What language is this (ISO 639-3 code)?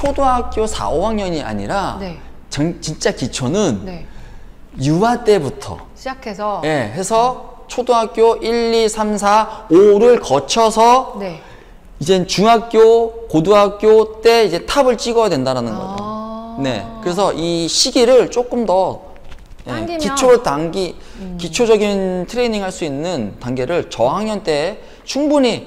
kor